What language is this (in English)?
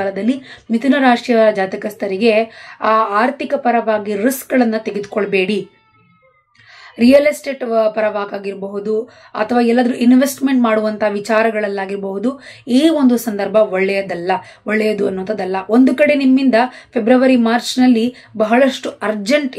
Kannada